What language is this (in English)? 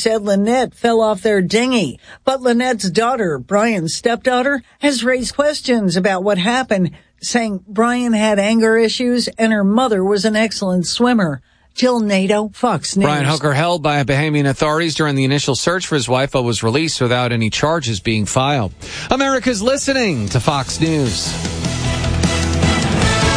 English